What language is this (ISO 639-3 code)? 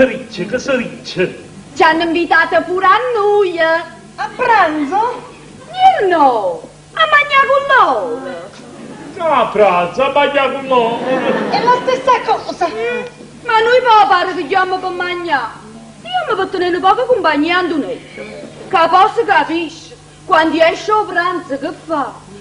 nap